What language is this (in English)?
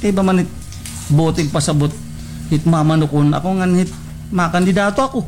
Waray